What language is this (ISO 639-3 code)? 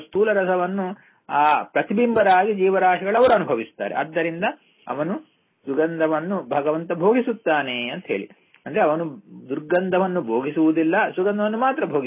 kan